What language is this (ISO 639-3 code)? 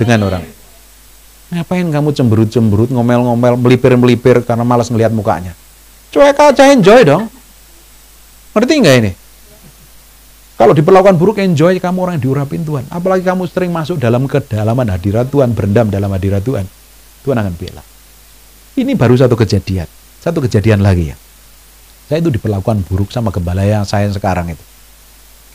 ind